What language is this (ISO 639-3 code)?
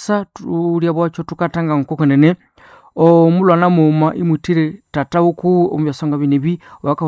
nnb